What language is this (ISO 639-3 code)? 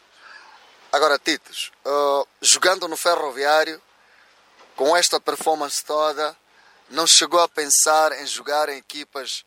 por